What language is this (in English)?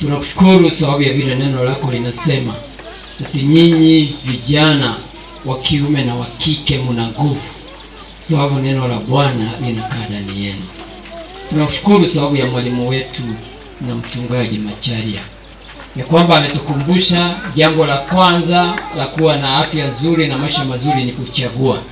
Swahili